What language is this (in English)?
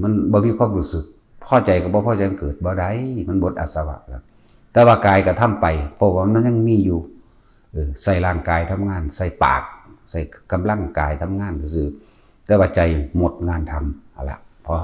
Northeastern Thai